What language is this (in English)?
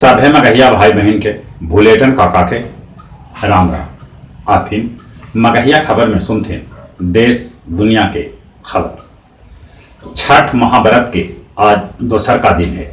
Magahi